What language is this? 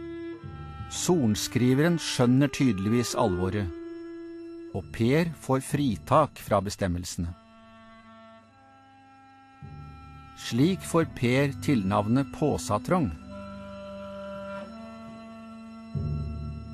Norwegian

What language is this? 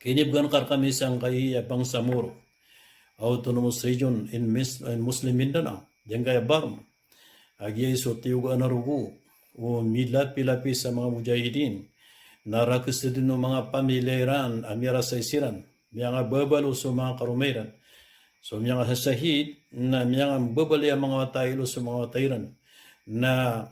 Maranao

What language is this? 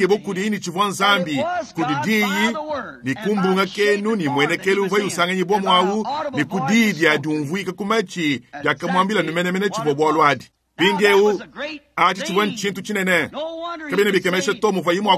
Luba-Lulua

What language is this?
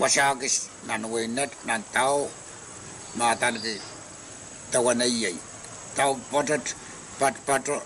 Pohnpeian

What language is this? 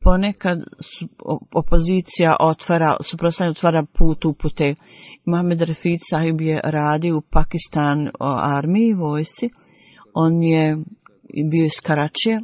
Bosnian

